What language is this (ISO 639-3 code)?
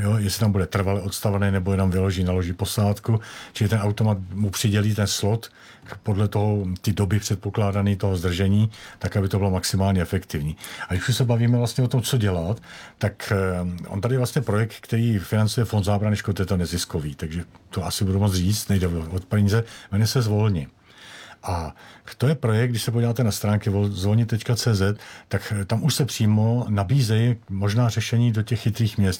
ces